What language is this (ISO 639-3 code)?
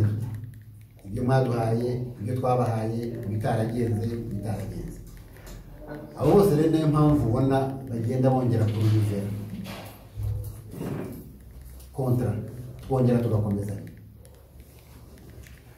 kin